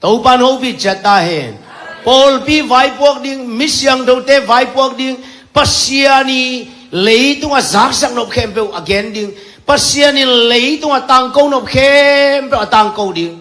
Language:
Tedim Chin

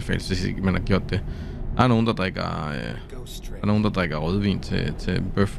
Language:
Danish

